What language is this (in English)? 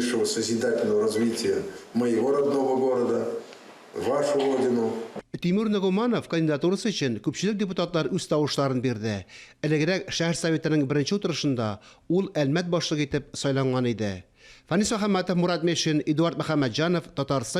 Tatar